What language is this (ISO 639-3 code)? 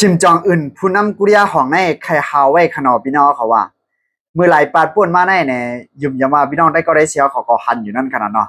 shn